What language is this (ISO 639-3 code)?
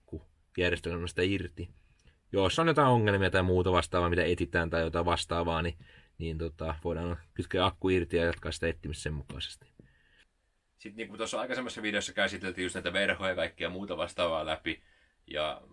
fin